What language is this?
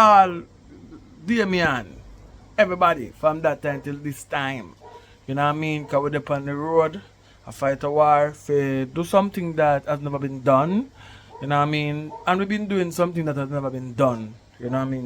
Jamaican Creole English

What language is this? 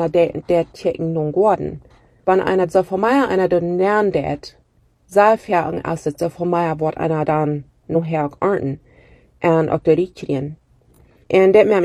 German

